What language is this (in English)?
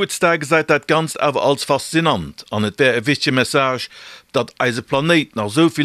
Luxembourgish